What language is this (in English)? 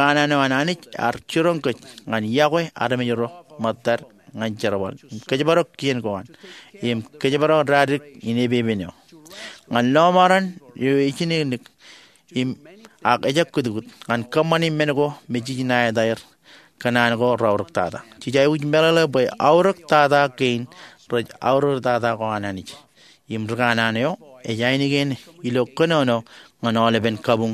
Marshallese